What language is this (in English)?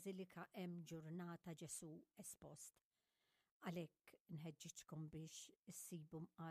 Maltese